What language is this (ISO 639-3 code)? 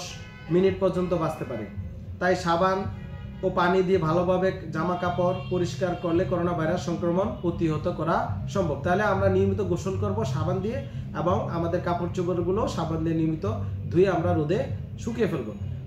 ben